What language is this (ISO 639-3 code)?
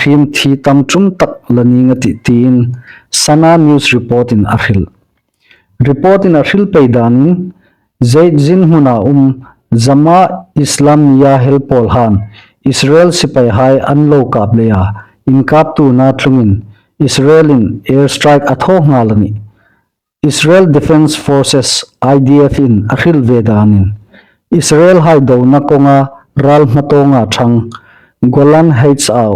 hmr